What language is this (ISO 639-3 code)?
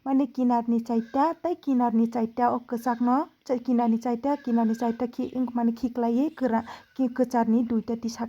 trp